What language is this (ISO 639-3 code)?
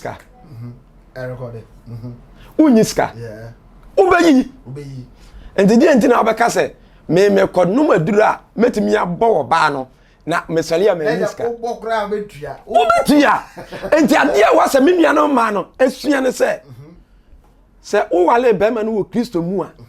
aka